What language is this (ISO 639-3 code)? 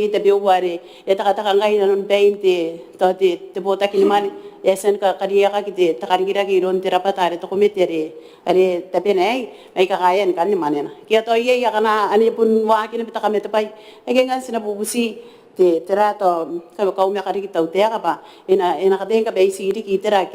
gil